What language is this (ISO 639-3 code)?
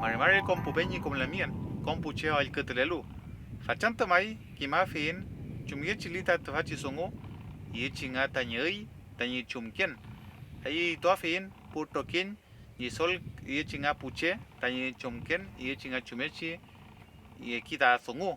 arn